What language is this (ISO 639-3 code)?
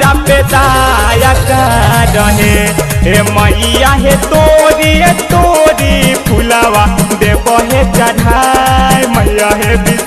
bho